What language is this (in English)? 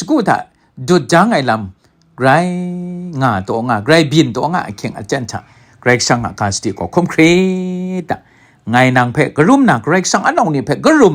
Kachin